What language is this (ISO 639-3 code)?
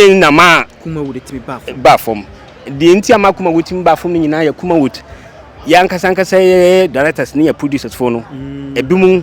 aka